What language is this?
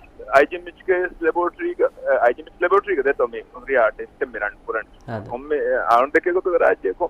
Divehi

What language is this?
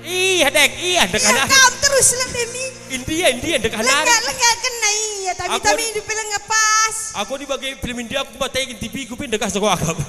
Batak Karo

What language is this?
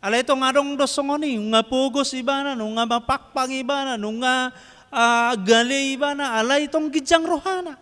Batak Toba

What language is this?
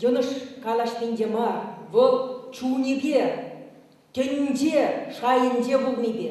Chuvash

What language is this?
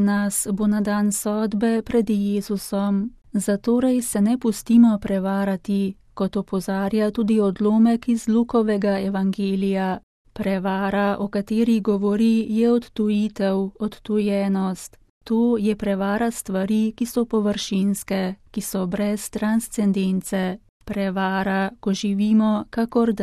Slovenian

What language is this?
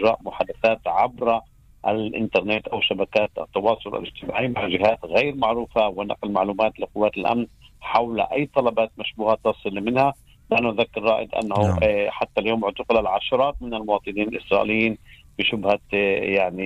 Arabic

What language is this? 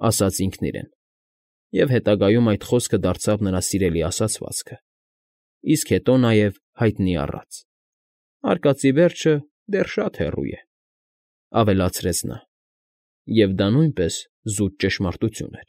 Armenian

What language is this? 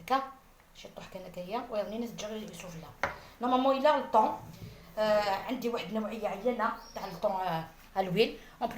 Algerian Arabic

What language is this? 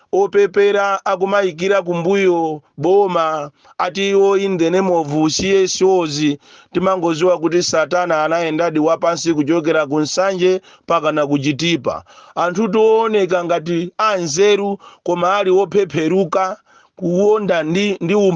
Nyanja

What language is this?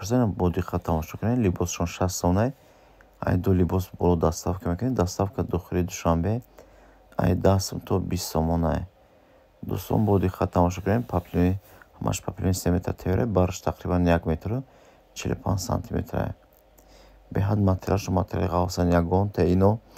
Tajik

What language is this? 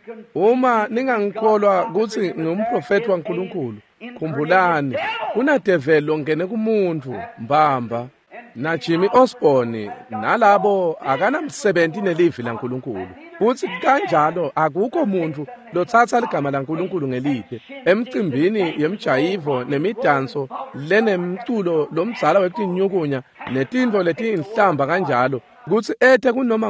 Swati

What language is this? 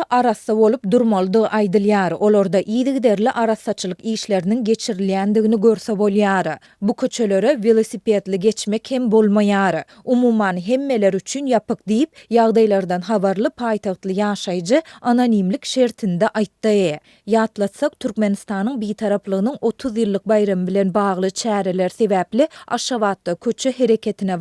Turkmen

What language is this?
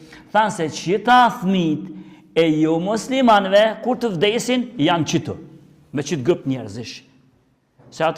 Albanian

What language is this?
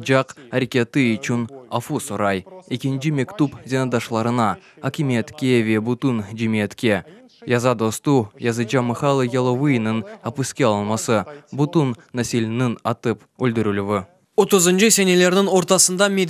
Crimean Tatar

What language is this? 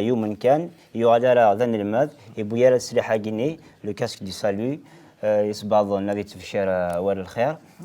Kabyle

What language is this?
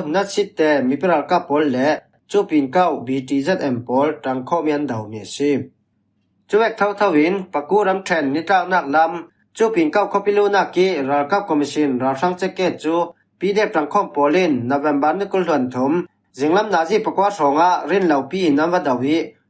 Falam Chin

